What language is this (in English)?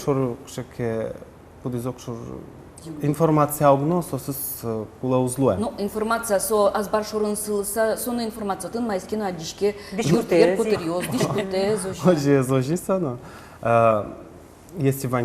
Udmurt